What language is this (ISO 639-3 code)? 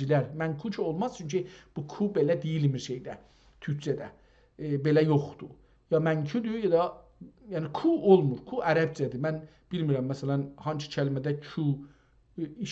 azb